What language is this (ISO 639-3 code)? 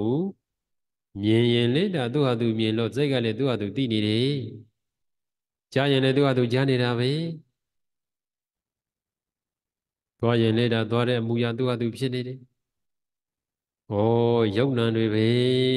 mya